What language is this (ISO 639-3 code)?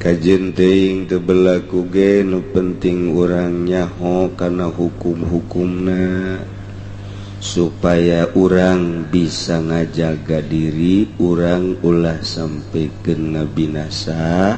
sun